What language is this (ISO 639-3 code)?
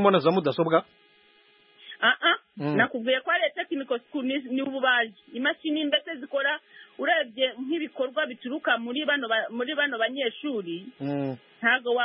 kin